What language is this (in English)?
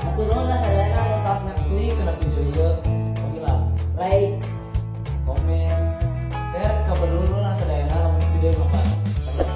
Sundanese